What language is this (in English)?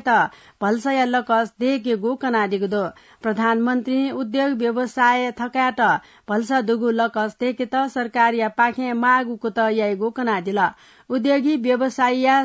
Newari